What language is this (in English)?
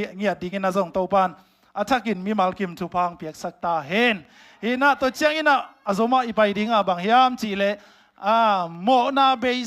Tedim Chin